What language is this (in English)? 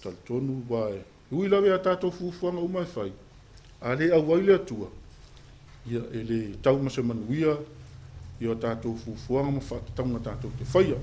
Samoan